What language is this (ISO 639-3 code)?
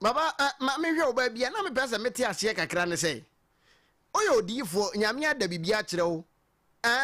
aka